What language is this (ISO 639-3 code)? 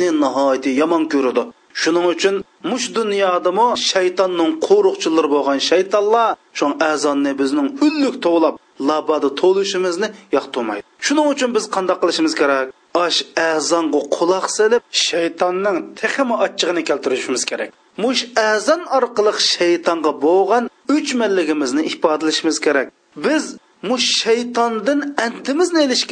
uig